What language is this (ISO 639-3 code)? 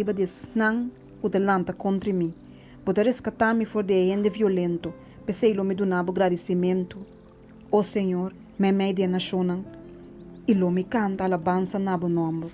pap